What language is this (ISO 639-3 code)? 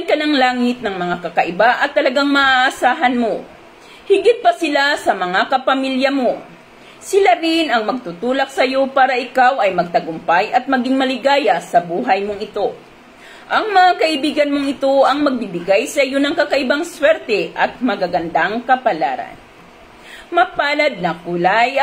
fil